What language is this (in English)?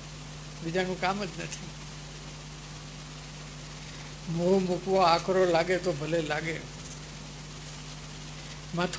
Gujarati